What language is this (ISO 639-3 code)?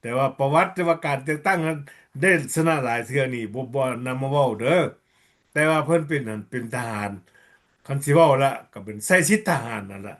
lao